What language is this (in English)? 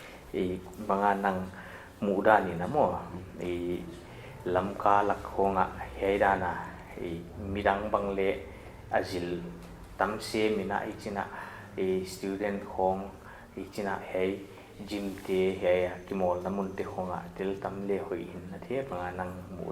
Paite Chin